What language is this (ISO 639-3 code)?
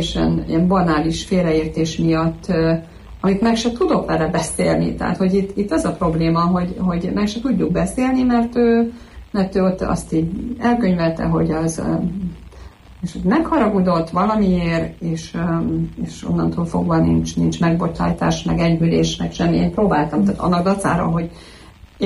hun